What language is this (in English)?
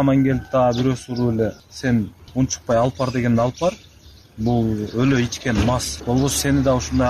Kyrgyz